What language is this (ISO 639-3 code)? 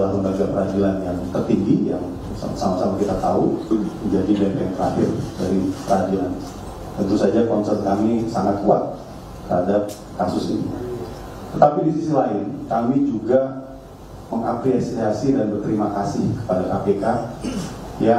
ind